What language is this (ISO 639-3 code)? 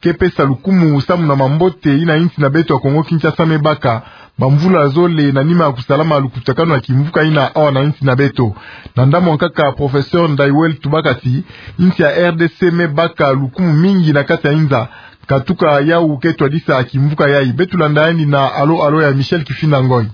ktu